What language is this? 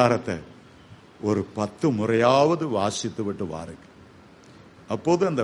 Tamil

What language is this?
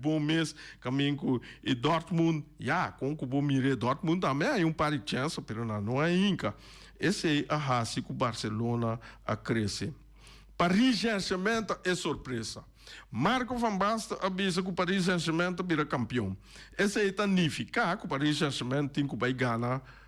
Papiamento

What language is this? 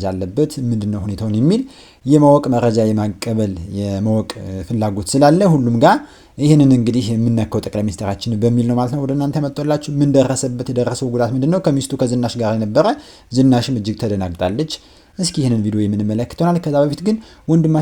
Amharic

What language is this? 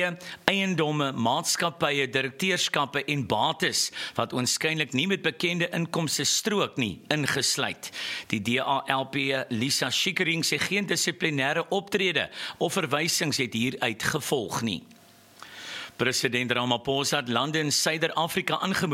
Afrikaans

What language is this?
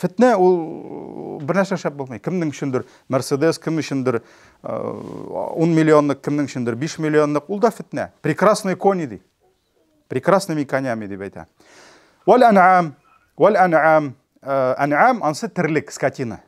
Tatar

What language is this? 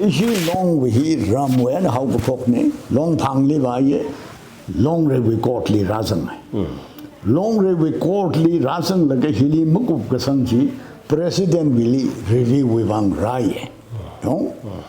Tangkhul Naga (India)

